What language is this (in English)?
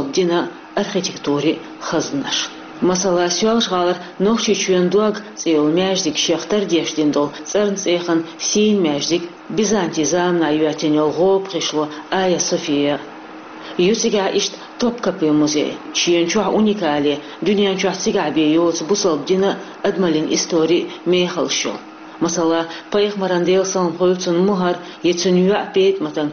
Chechen